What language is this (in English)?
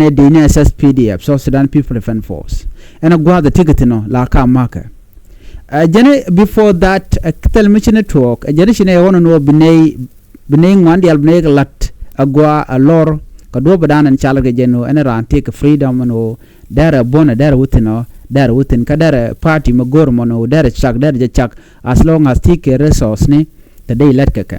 Nuer